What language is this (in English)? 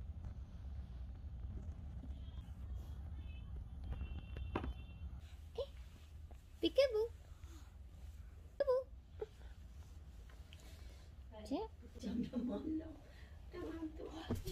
Malay